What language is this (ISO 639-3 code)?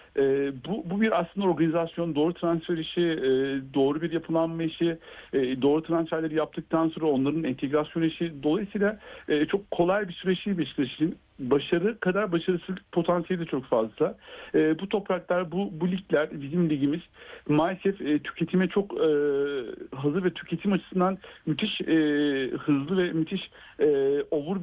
tur